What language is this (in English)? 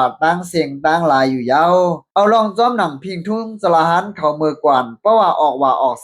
Shan